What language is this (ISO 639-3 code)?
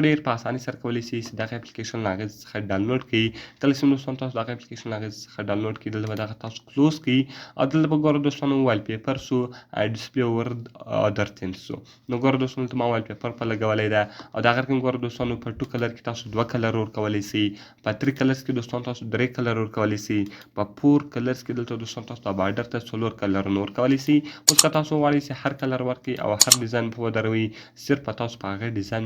pus